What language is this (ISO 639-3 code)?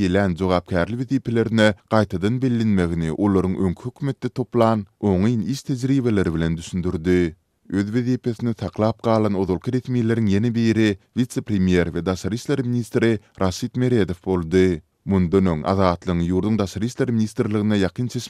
tuk